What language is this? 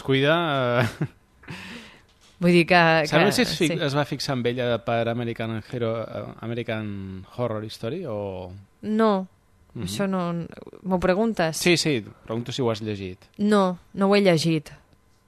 Catalan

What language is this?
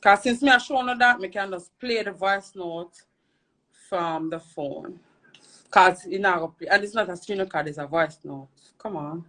Jamaican Creole English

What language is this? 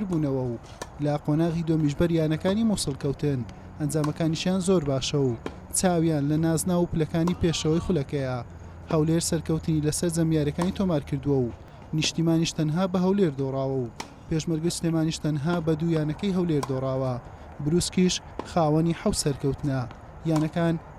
Central Kurdish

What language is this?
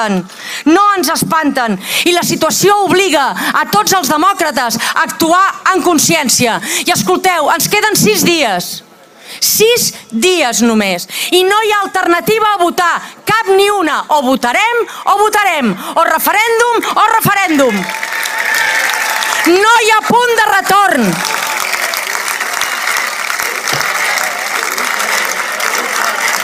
Catalan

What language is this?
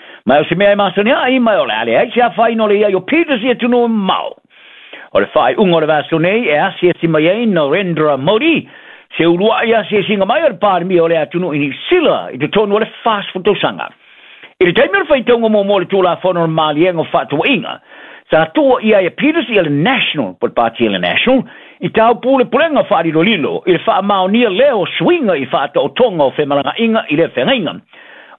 Samoan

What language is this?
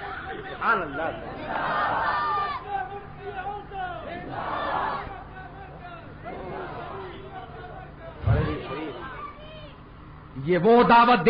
Urdu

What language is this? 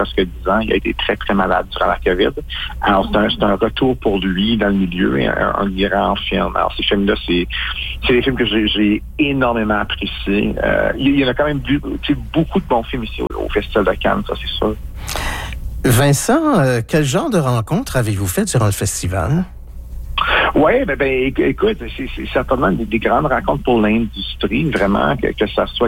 French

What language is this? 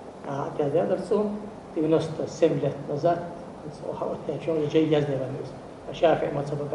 Ingush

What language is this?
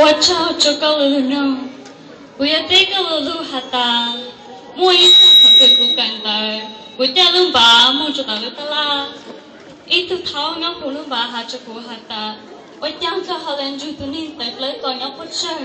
Hmong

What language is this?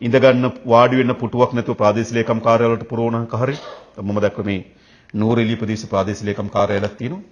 Sinhala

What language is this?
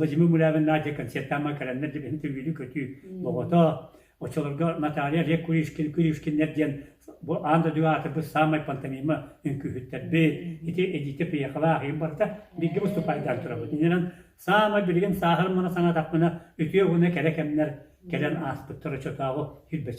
Yakut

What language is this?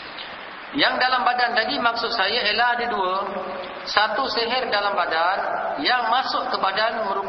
Malay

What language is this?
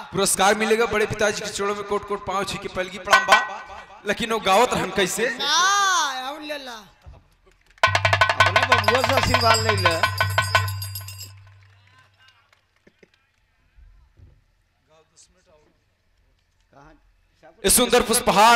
Bhojpuri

